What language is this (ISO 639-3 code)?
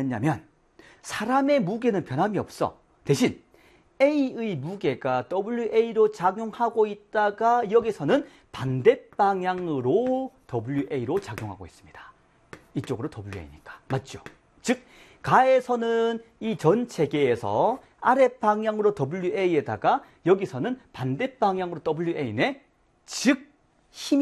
kor